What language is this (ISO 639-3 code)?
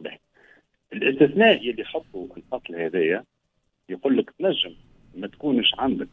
aeb